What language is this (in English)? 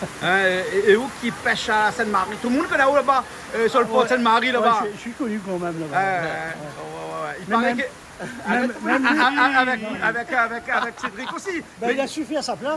Réunion Creole French